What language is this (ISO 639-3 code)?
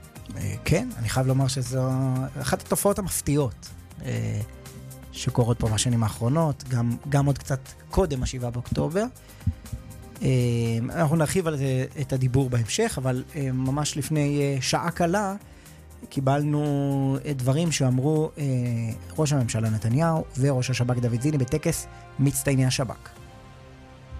heb